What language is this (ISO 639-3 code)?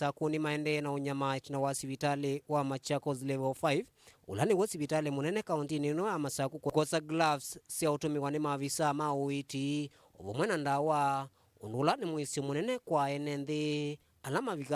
kam